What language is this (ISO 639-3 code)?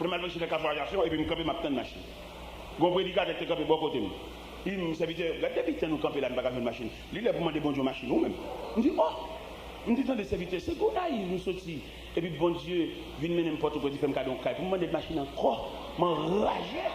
hat